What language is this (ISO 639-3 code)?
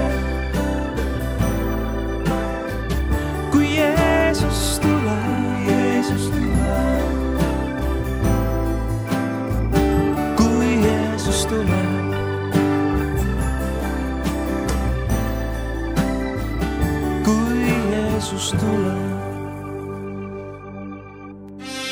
est